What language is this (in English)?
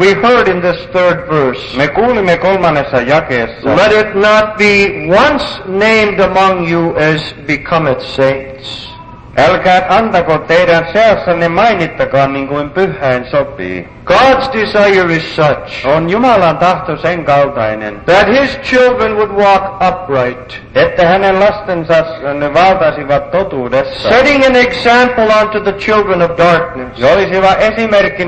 Finnish